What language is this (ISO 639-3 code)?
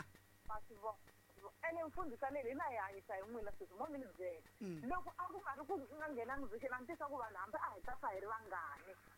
tso